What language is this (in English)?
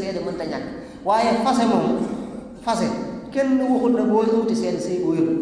Wolof